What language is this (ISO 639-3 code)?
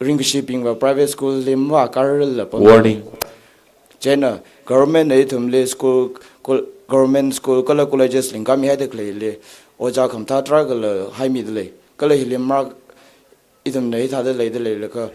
nmf